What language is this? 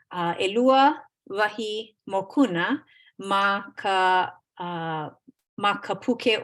Hawaiian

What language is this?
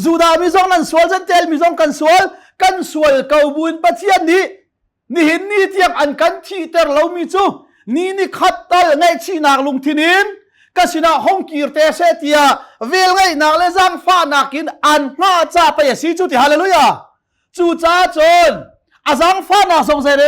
Hakha Chin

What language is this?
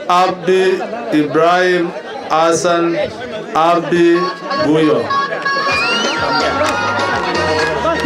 Swahili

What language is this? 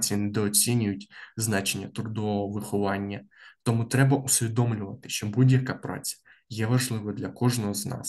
Ukrainian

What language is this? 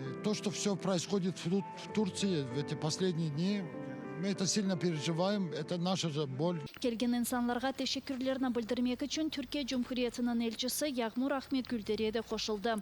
Crimean Tatar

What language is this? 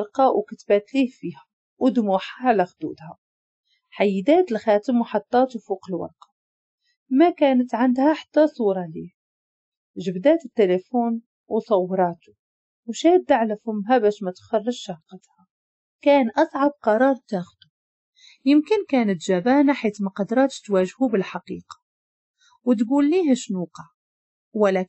Moroccan Arabic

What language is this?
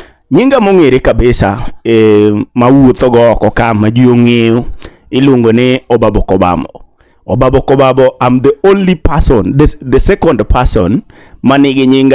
Luo (Kenya and Tanzania)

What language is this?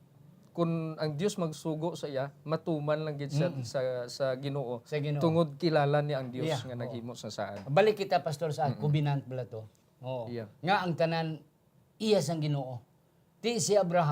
Hiligaynon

